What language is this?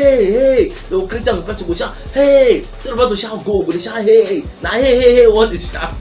Nigerian Pidgin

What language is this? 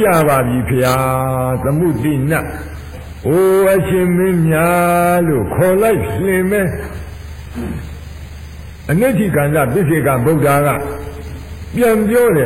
Burmese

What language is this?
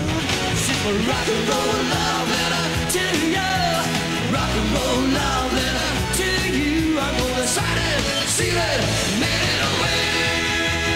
English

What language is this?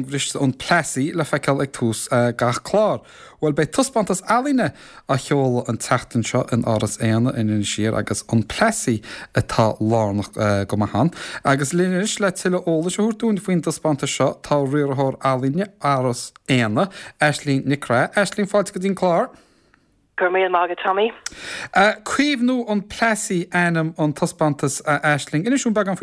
Irish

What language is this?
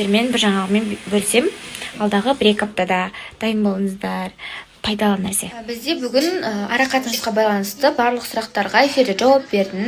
Kazakh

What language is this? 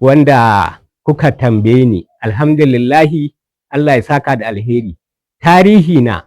Hausa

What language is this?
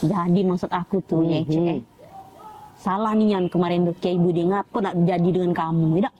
Musi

